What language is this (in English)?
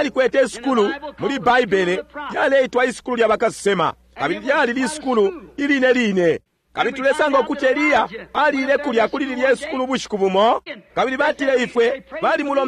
Bemba